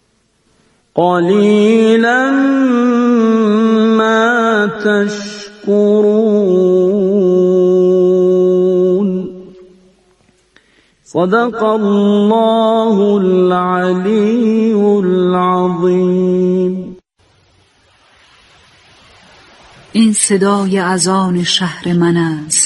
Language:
Persian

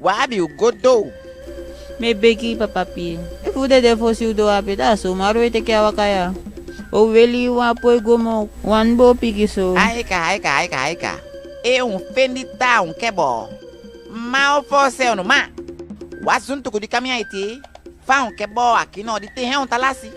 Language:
Eastern Maroon Creole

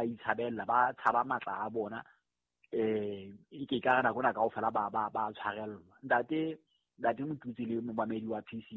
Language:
Southern Sotho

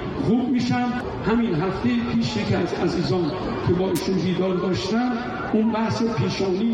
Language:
Persian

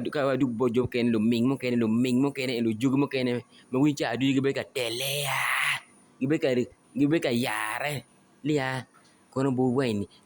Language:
Acoli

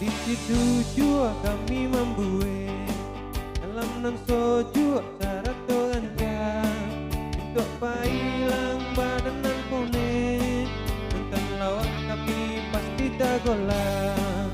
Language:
Minangkabau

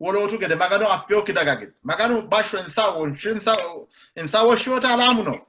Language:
Sidamo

